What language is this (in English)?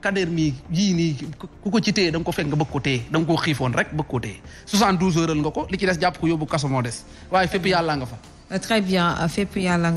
Wolof